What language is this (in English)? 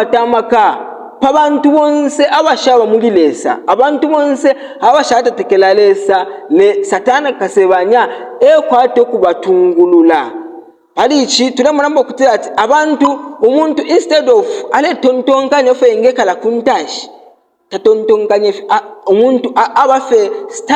Bemba